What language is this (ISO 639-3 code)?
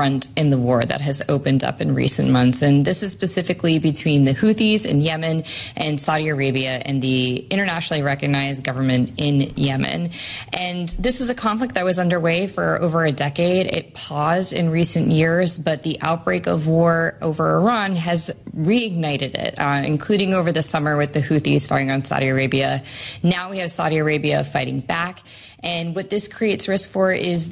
eng